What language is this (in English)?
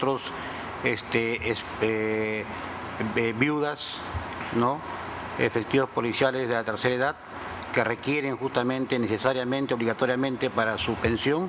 Spanish